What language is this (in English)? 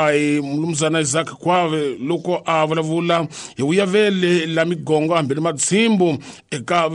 Tsonga